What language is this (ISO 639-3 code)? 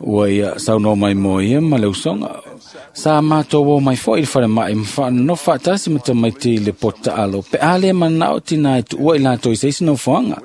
smo